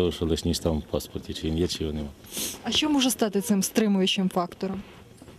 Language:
Ukrainian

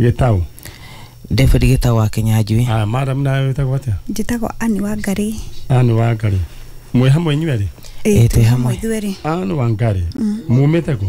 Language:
Kikuyu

